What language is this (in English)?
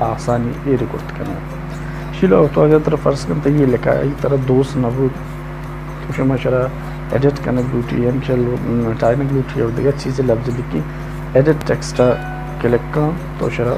Baluchi